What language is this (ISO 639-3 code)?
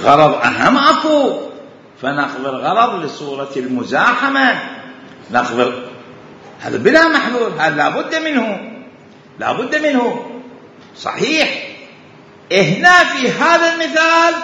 acm